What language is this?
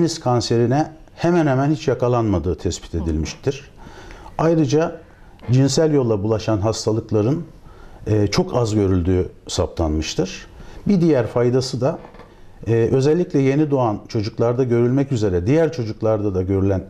Turkish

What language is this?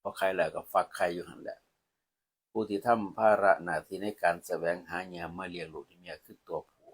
Northeastern Thai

